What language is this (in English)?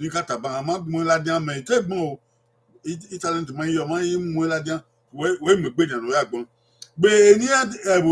Bini